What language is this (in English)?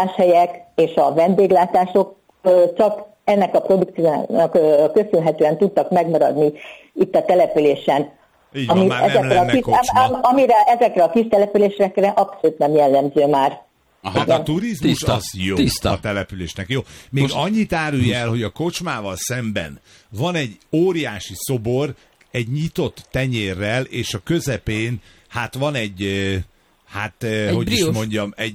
Hungarian